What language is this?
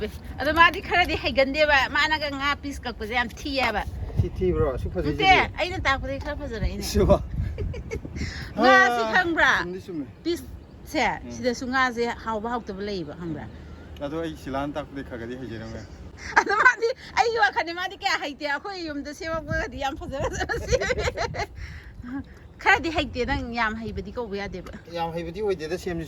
Manipuri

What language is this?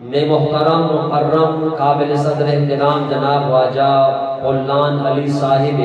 Eastern Balochi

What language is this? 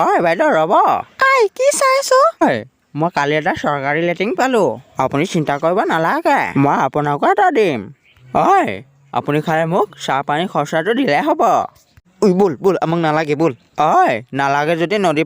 Assamese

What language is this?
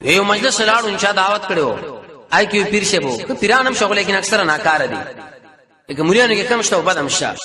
Pashto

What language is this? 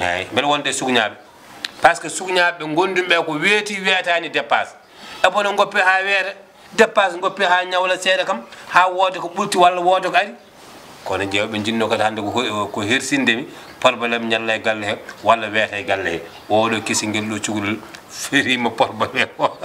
Fula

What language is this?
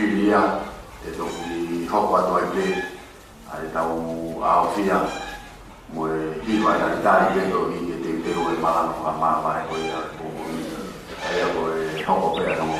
Tongan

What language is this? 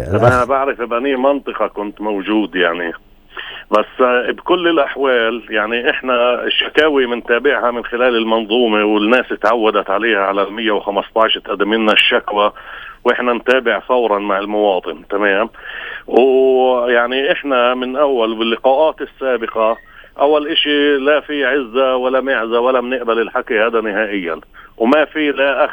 North Levantine Arabic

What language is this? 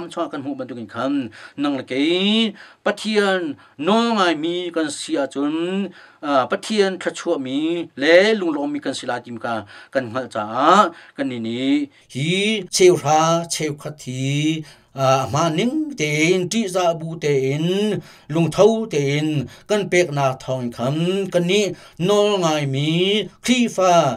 Hakha Chin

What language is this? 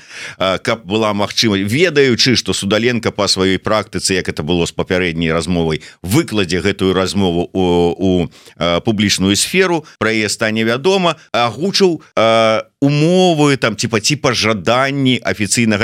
Belarusian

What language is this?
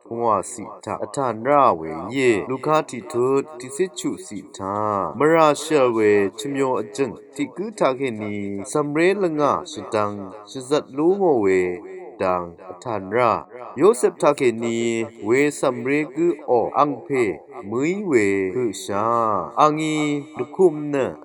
Rawang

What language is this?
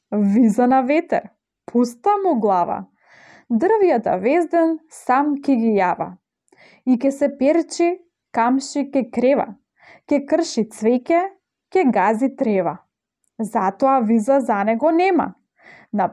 Macedonian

